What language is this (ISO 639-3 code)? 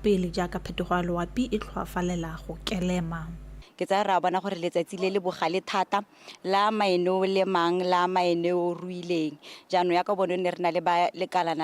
tsn